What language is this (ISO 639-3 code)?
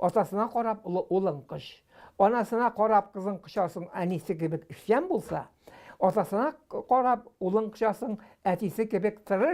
tat